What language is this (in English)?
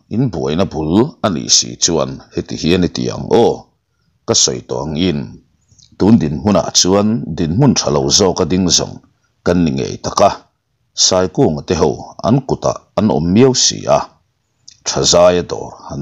Mizo